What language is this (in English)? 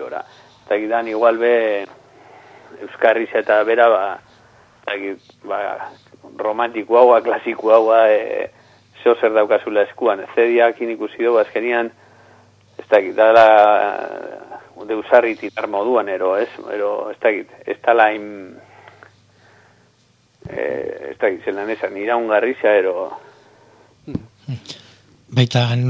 Basque